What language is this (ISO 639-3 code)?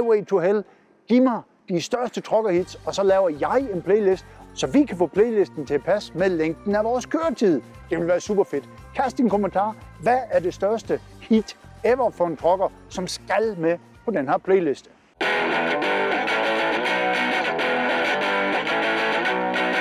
dan